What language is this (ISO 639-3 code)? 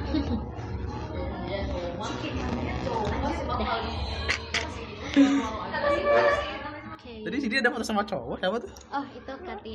ind